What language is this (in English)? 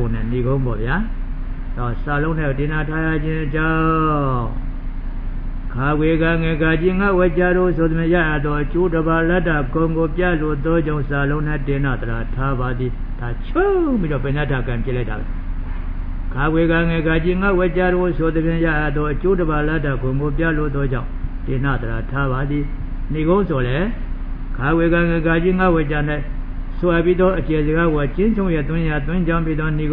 Burmese